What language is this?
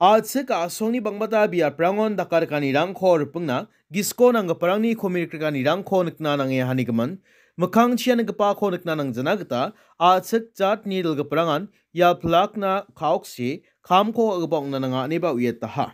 Garo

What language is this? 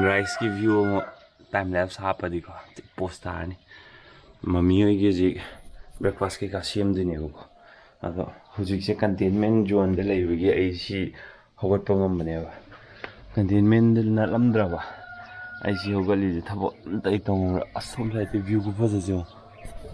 Manipuri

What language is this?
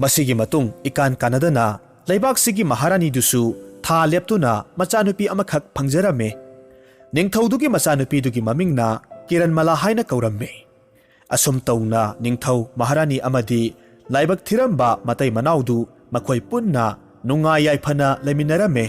Manipuri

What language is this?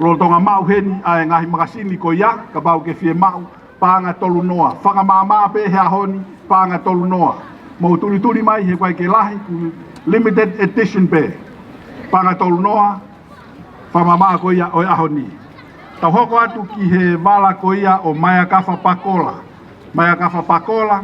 Tongan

